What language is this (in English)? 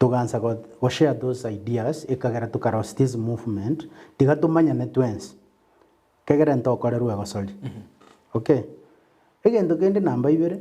Gusii